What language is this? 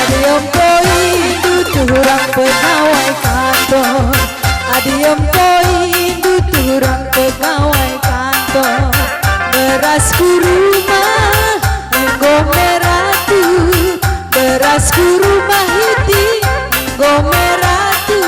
Batak Karo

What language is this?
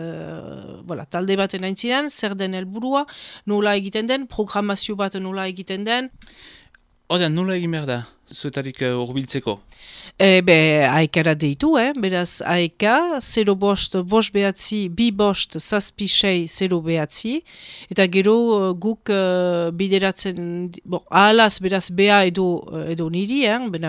Basque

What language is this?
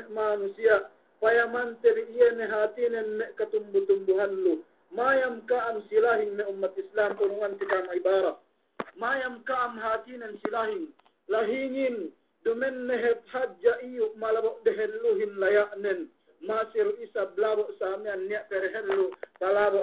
Yakan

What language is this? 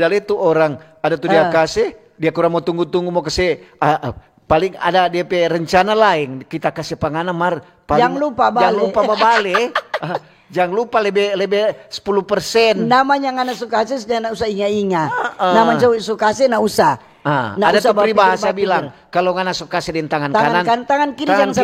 Manado Malay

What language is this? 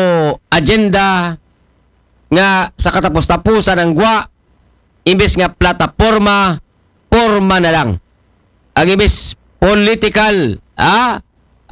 Aklanon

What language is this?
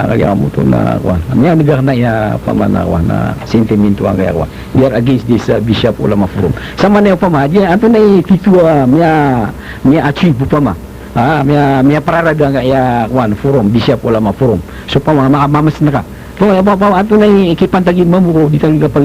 Maranao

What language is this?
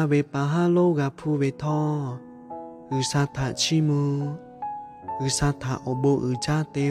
Lahu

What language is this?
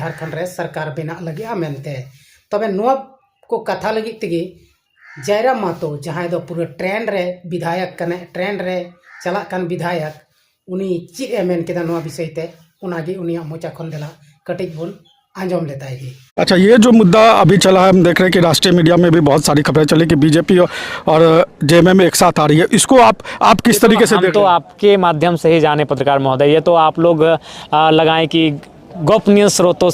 Santali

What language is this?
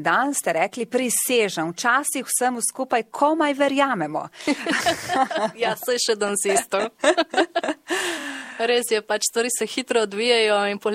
Slovenian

